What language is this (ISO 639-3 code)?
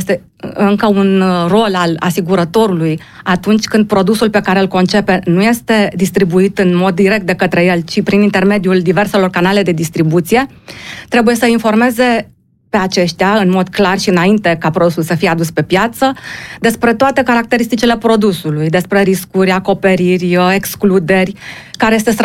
ron